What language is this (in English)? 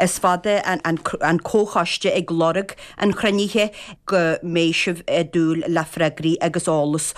Irish